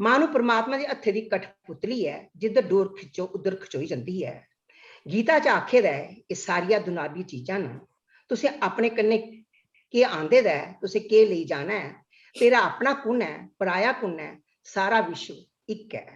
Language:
Dogri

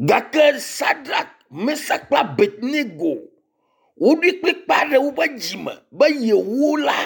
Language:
Ewe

